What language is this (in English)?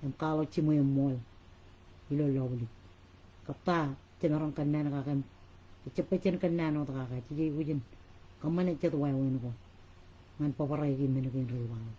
Marshallese